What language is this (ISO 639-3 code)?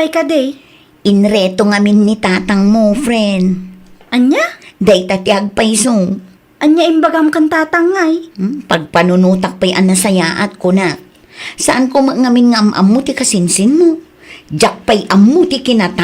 ilo